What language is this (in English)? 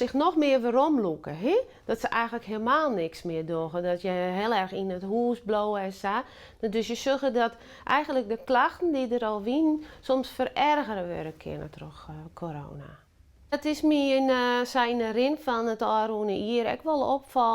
Western Frisian